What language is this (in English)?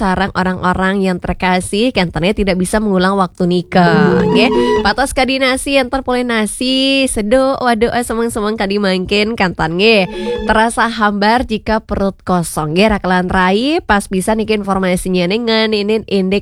Balinese